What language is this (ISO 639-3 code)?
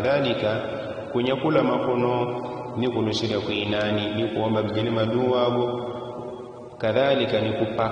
yao